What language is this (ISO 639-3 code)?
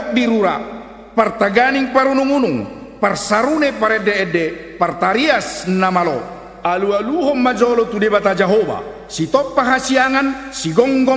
bbc